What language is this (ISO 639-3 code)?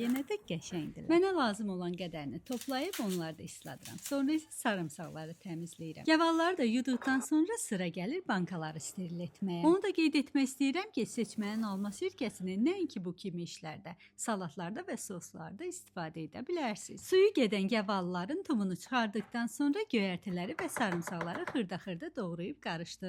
aze